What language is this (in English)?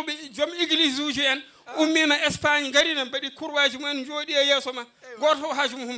Fula